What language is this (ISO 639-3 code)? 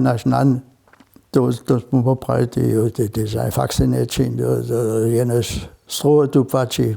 hsb